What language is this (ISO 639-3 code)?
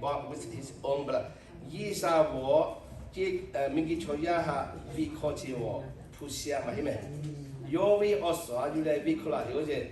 lhu